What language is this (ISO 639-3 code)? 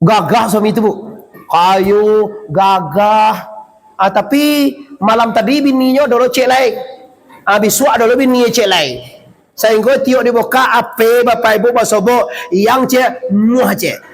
min